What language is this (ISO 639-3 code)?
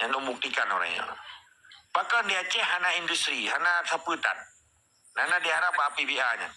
ace